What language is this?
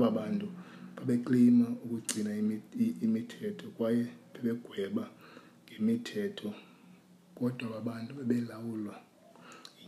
Xhosa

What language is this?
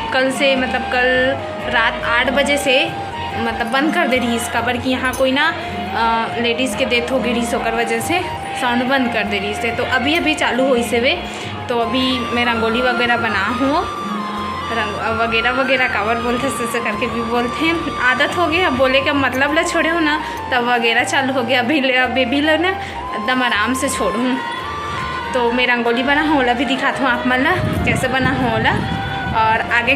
Chhattisgarhi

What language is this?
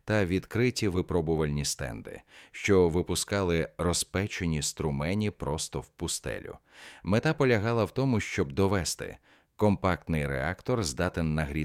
Ukrainian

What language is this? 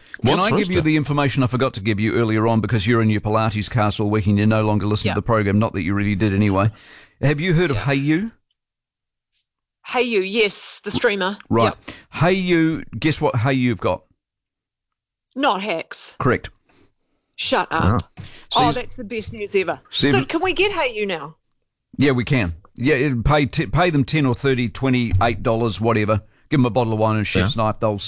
English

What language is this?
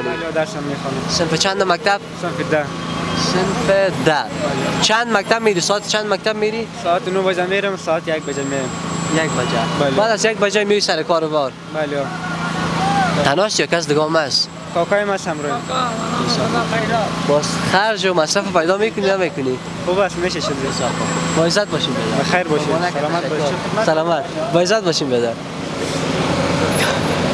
Persian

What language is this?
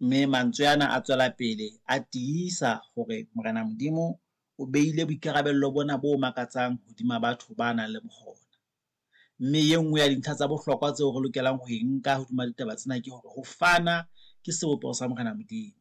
Southern Sotho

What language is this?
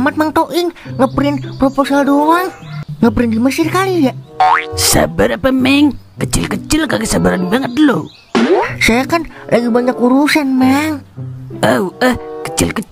Betawi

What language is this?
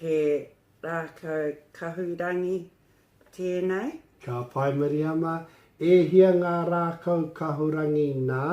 Māori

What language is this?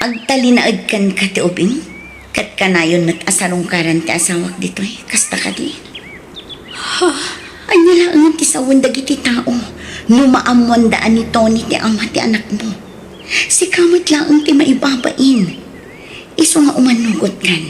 Iloko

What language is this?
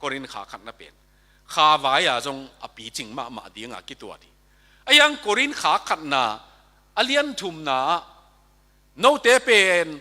Tedim Chin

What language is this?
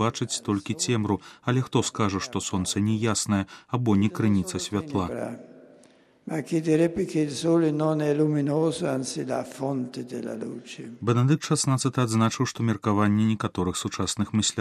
Belarusian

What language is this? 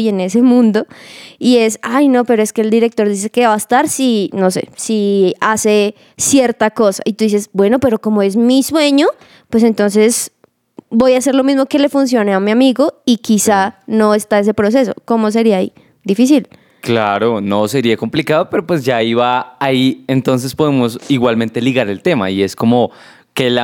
Spanish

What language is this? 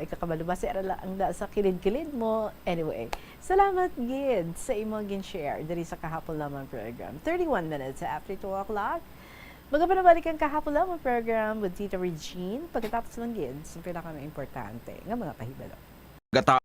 Hiligaynon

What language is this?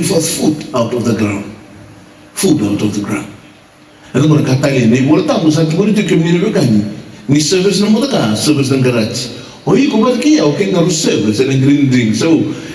Fijian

